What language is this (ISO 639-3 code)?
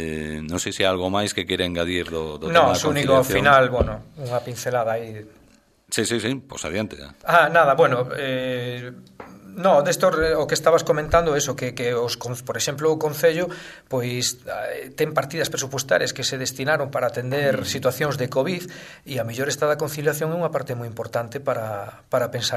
glg